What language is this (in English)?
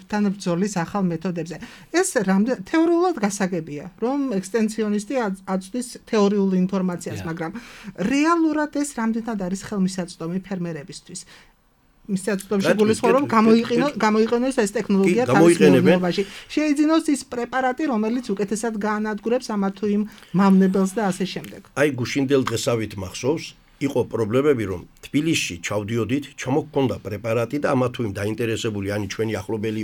Georgian